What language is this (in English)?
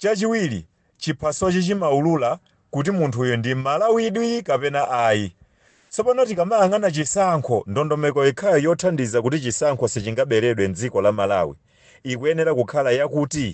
Nyanja